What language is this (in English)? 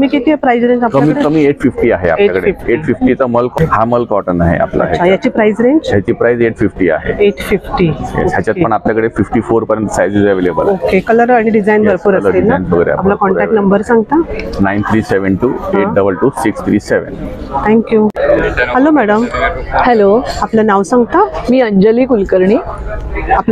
Marathi